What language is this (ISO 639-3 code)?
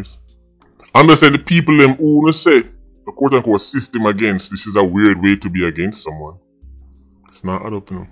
jam